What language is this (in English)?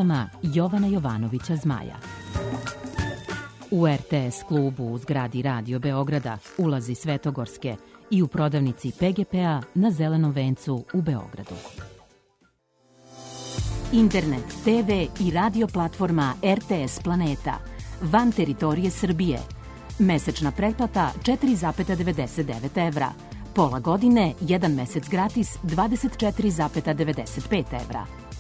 Serbian